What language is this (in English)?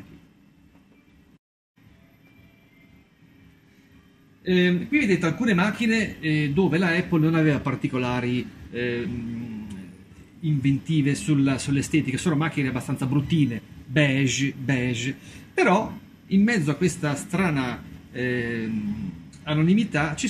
Italian